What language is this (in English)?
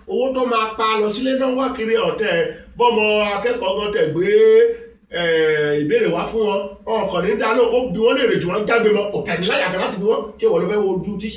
Yoruba